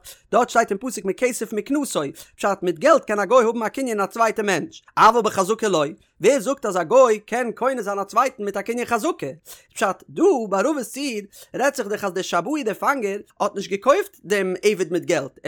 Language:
Yiddish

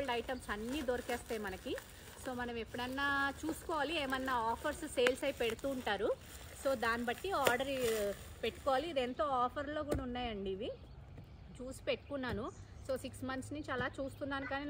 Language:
Telugu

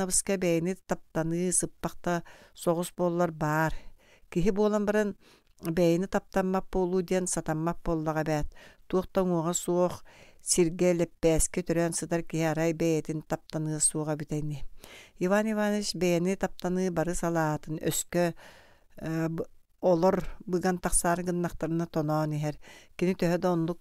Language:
Yakut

